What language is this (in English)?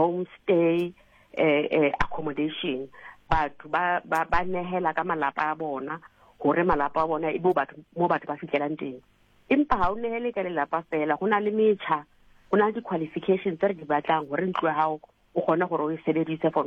Southern Sotho